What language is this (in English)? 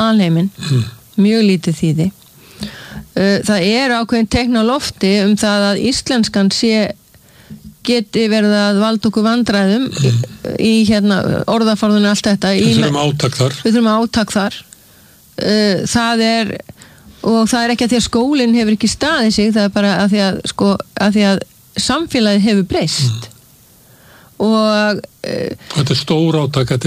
Icelandic